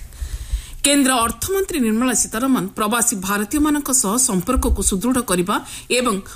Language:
Odia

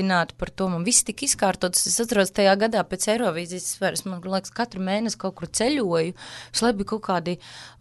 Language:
Latvian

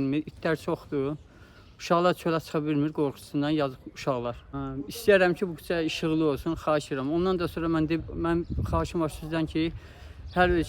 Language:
Azerbaijani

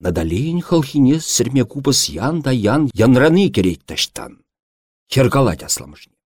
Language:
Chuvash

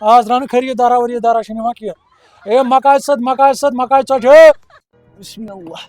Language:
Kashmiri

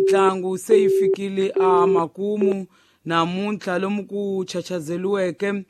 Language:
Tsonga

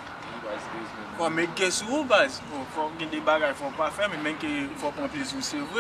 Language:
Haitian Creole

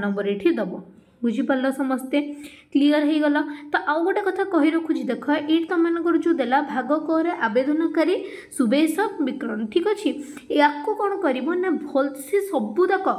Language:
Odia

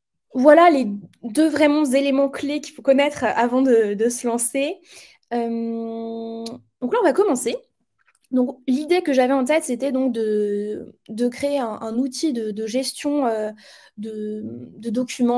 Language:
French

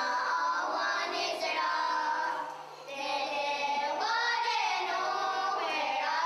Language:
Mohawk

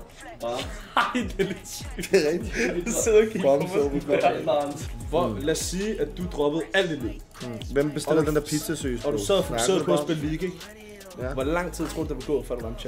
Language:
Danish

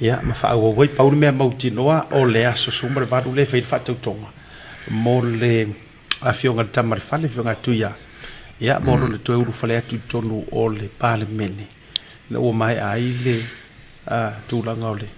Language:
Samoan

